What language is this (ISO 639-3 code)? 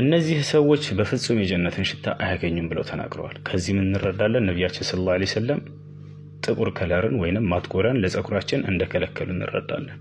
amh